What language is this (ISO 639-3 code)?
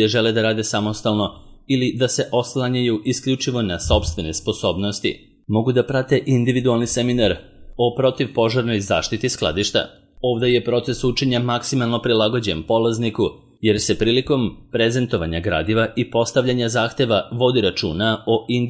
srp